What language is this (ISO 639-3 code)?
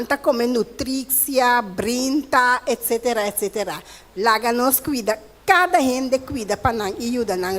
pap